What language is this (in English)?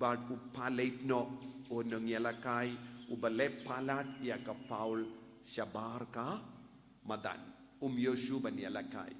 Khasi